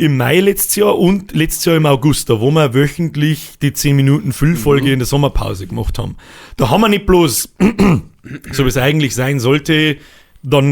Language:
Bavarian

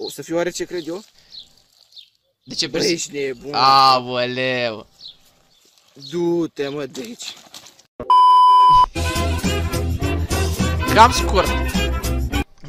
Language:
Romanian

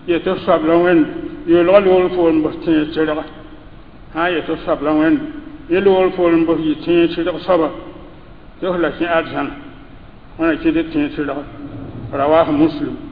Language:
Mossi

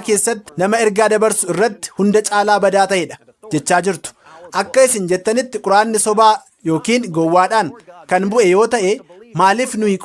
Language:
Oromo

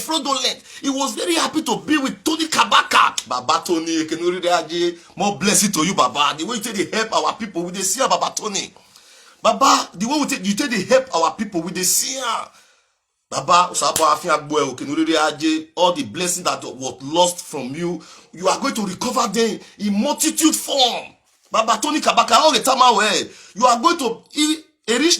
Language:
Nigerian Pidgin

